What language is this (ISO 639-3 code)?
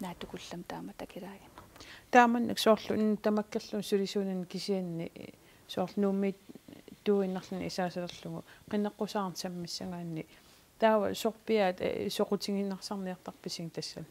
kal